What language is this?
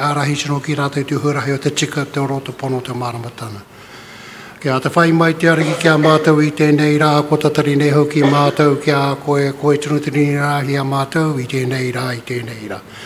Māori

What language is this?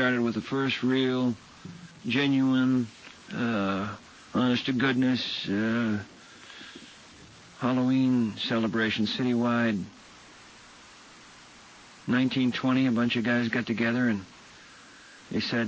English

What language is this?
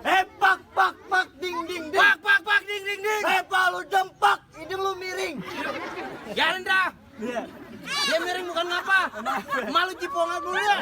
Betawi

